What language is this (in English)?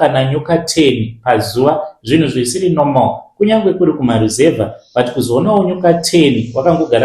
Shona